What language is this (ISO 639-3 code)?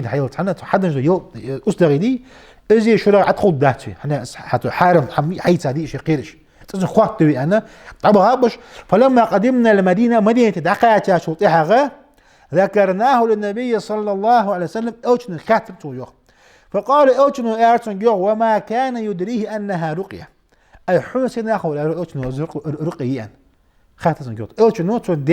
inh